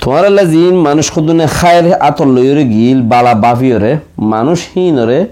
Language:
Rohingya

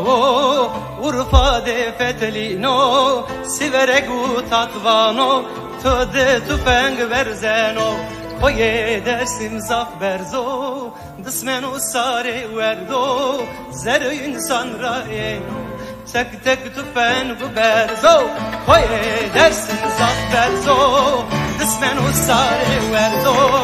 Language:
Zaza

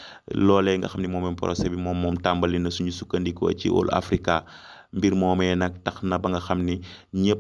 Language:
Wolof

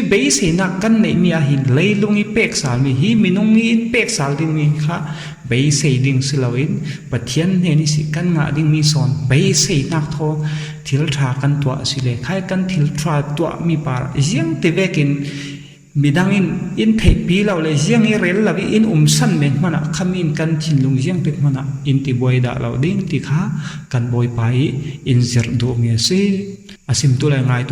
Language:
Falam Chin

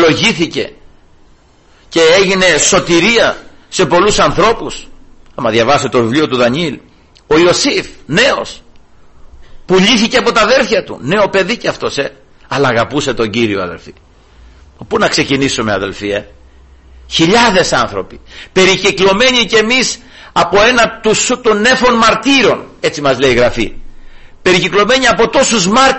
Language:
Greek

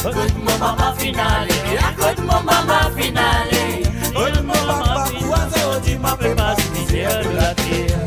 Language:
Morisyen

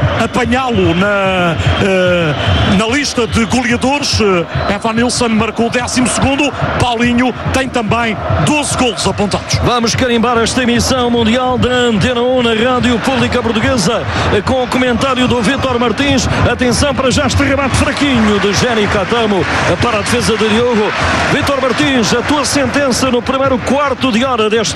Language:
Portuguese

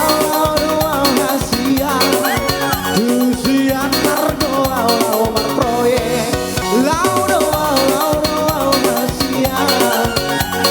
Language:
Batak Toba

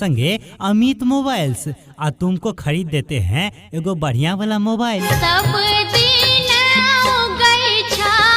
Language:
Maithili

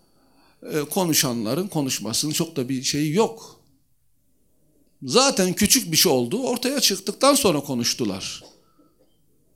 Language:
Turkish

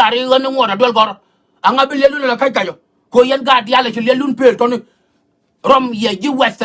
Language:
Nuer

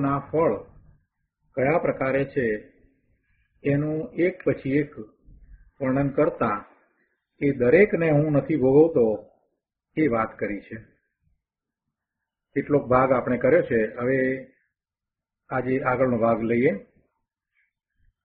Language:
Gujarati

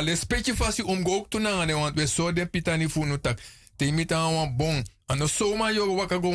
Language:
Sranan Tongo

